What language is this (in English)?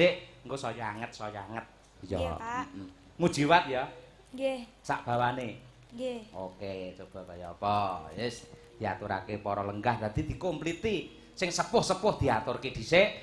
Javanese